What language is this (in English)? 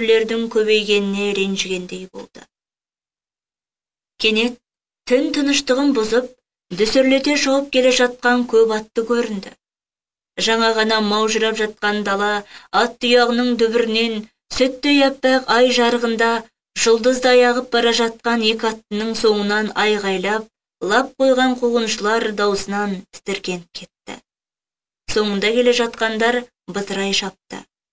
Kazakh